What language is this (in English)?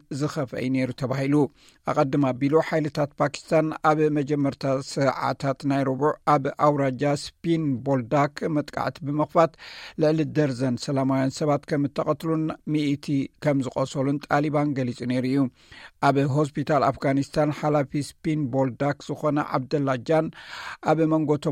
Tigrinya